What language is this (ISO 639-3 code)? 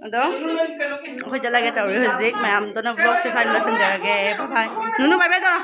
mni